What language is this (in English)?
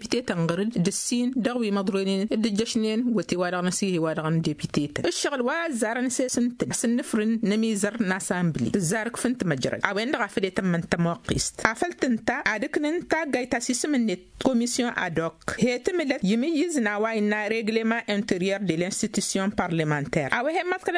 Tamasheq